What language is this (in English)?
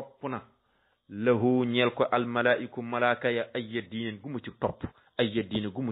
Wolof